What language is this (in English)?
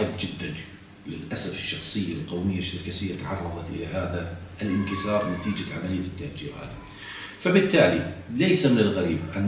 South Levantine Arabic